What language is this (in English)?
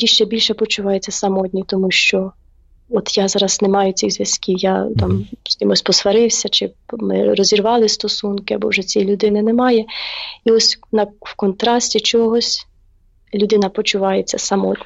Ukrainian